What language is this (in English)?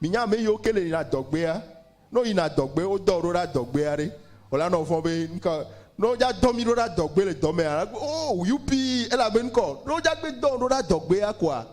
Ewe